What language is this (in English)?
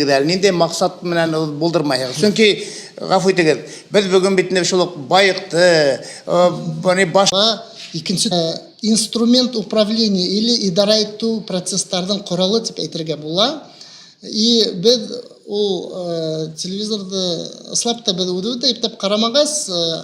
Bashkir